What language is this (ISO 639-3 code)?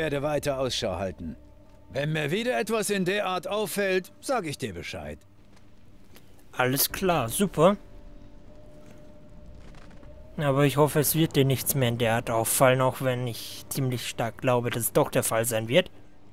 deu